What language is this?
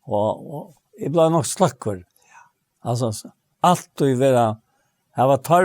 Faroese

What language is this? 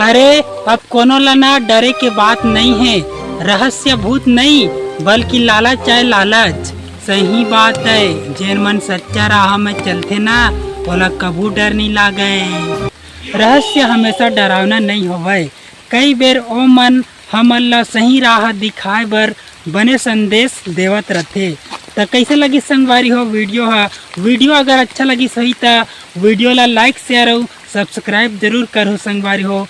Chhattisgarhi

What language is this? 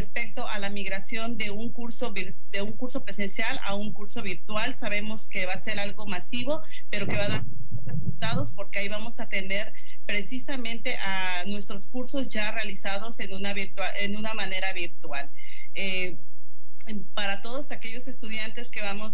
Spanish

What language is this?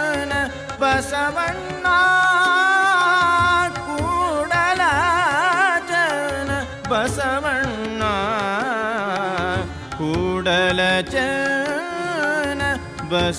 Kannada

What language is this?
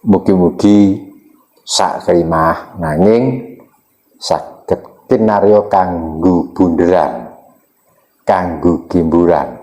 Javanese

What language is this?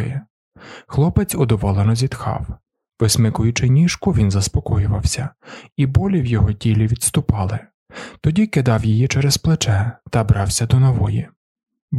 Ukrainian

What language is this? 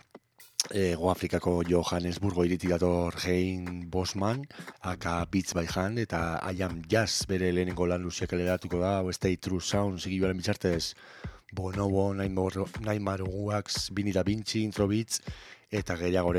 Basque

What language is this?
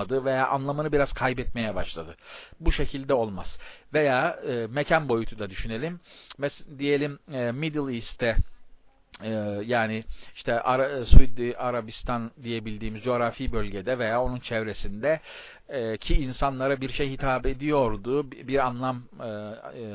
Turkish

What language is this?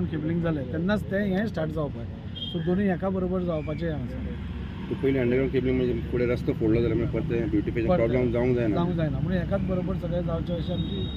Konkani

